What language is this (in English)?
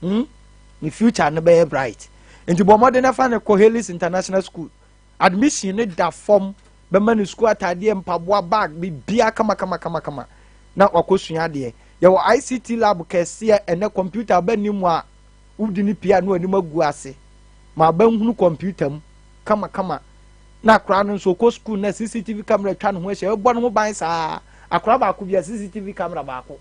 Akan